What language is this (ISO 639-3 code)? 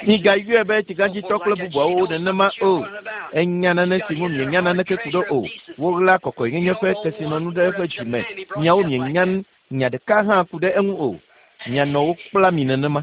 ewe